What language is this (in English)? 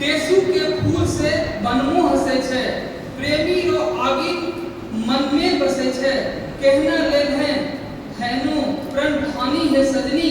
Angika